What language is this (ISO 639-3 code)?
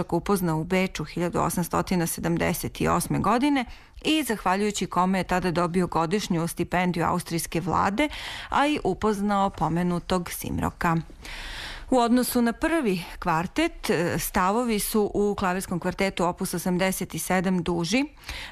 srp